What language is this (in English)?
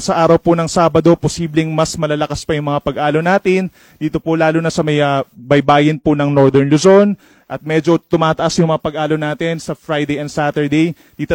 Filipino